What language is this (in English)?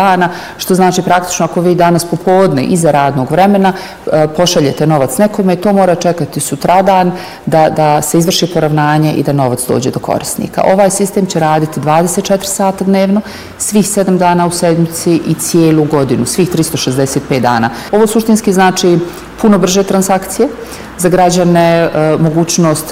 Bosnian